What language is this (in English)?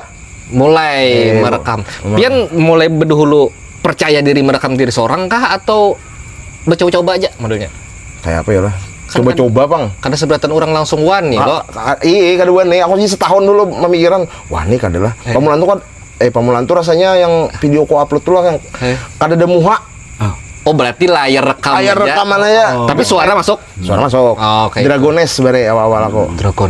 Banjar